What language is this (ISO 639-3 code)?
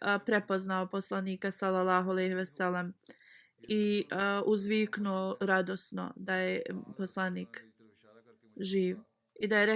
bos